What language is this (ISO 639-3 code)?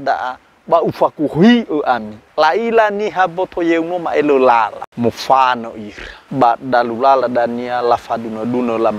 nia